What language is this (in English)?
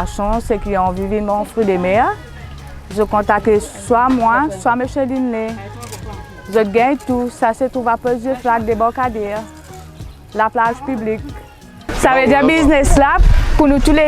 Morisyen